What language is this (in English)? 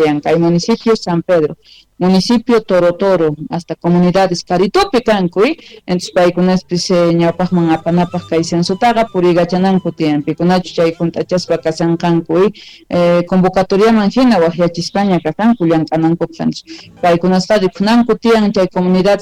South Bolivian Quechua